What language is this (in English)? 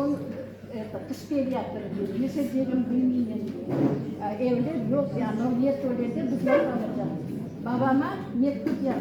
Crimean Tatar